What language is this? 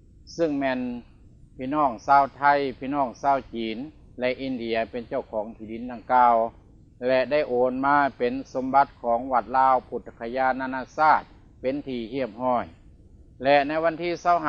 Lao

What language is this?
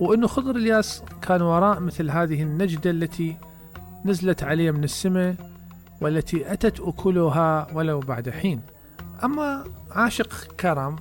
Mesopotamian Arabic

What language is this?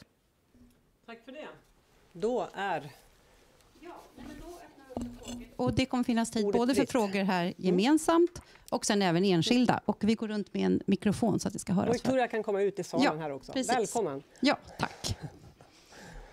Swedish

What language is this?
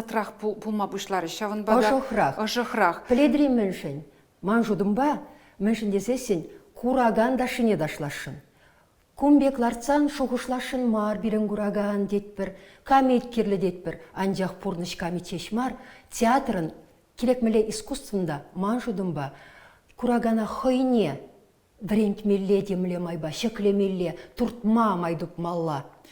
Chuvash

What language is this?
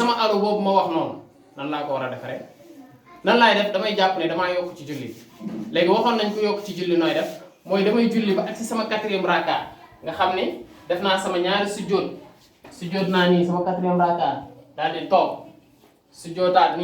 Wolof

